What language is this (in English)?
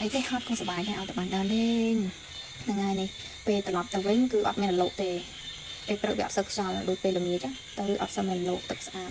Khmer